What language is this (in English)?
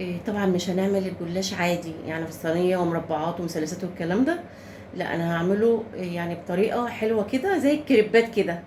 Egyptian Arabic